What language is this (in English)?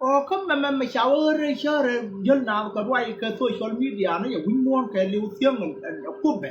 Nuer